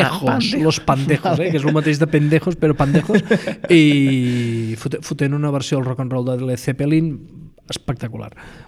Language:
Catalan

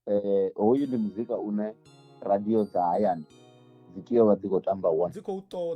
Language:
Venda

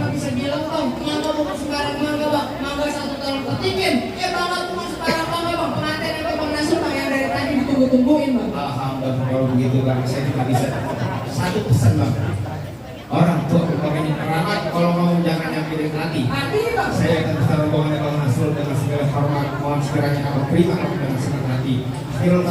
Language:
Betawi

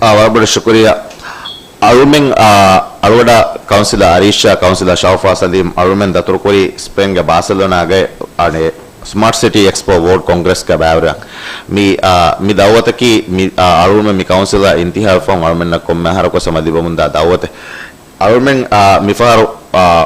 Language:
Divehi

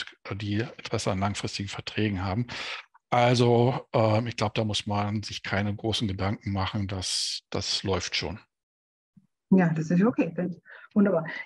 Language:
German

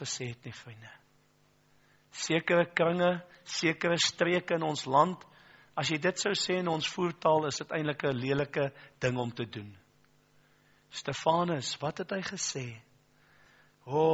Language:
Afrikaans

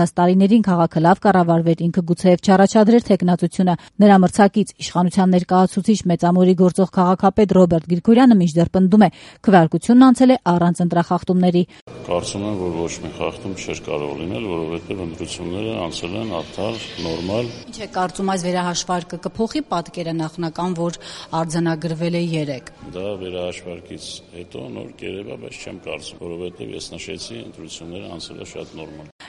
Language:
Armenian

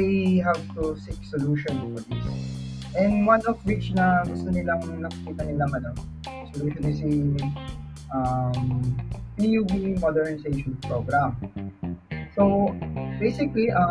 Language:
Filipino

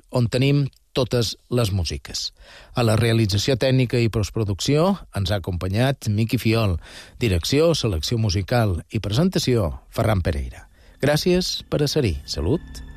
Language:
Catalan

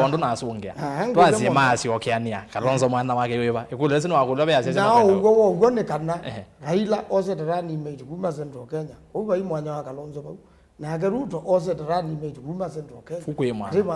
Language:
Kamba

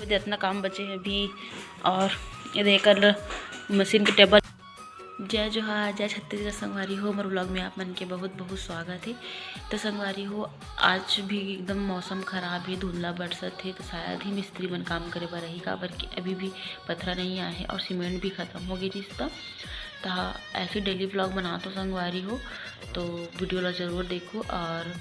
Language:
Chhattisgarhi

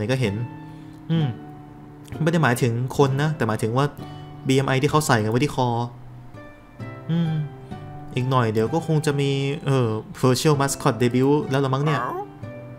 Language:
Thai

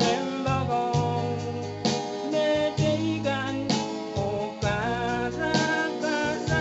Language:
Pohnpeian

